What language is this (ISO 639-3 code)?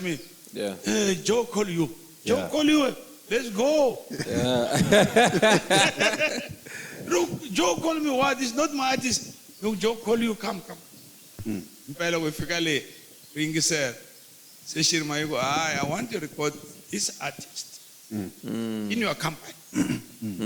tso